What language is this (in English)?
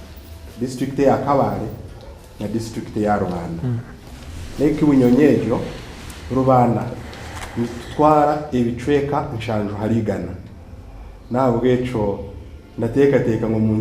Nyankole